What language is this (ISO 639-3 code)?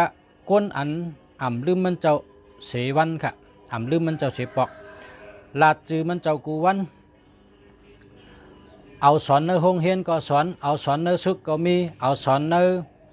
shn